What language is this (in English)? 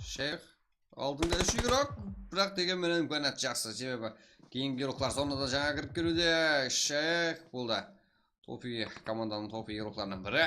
Kara-Kalpak